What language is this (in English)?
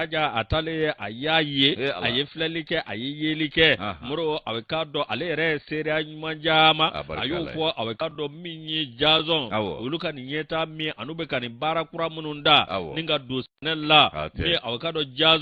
Bambara